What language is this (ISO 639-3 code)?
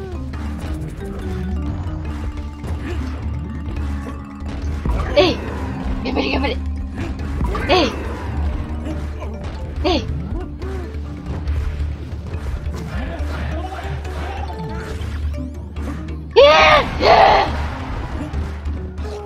jpn